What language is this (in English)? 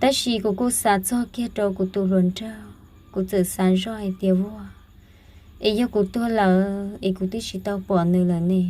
Hmong